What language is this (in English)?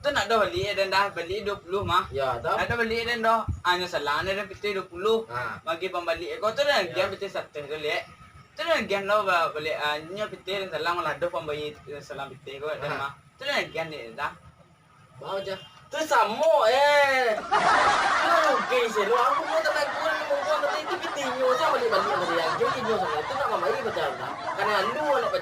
Minangkabau